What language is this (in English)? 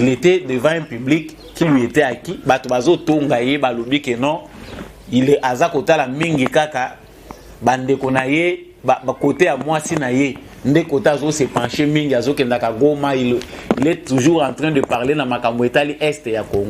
Lingala